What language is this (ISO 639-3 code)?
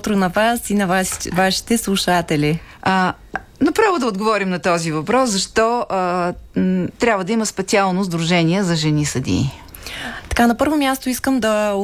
bul